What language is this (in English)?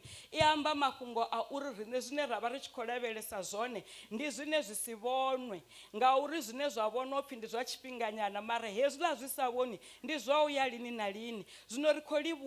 Venda